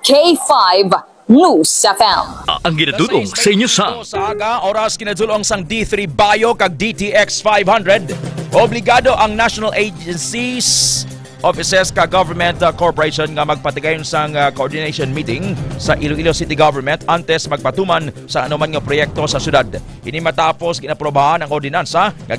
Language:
Hiligaynon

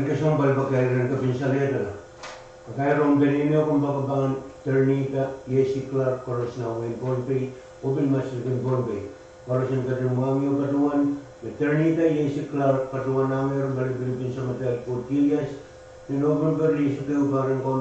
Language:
Pohnpeian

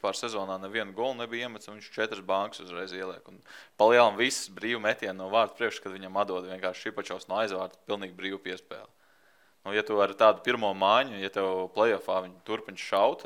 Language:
Latvian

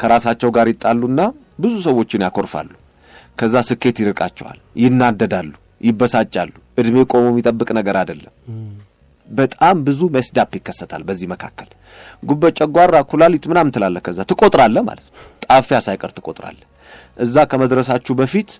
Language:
Amharic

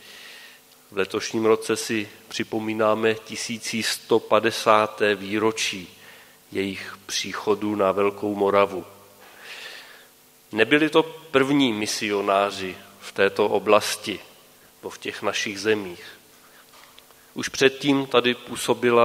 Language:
Czech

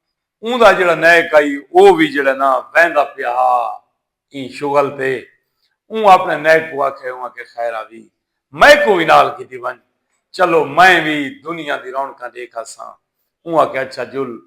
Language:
Saraiki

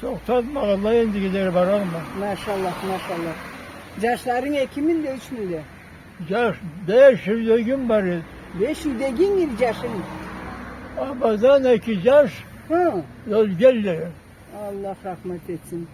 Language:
Karachay-Balkar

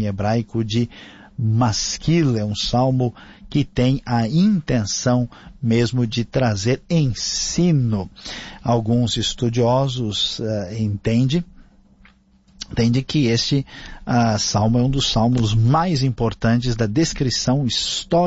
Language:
Portuguese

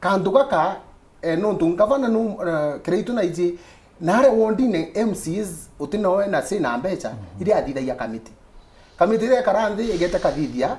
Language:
Meru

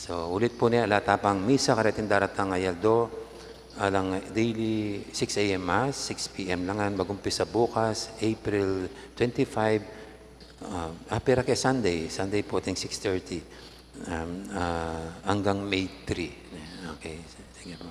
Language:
Pampanga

